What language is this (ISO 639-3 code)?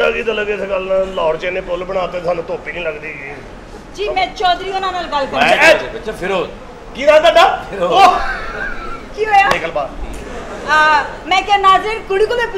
pan